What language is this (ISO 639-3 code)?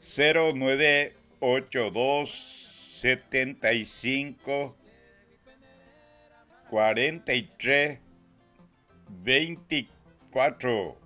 grn